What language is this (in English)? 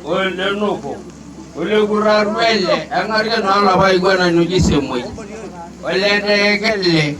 Masai